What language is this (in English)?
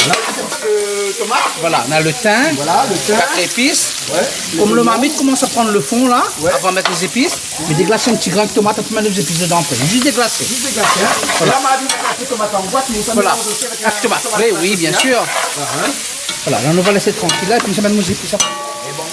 Réunion Creole French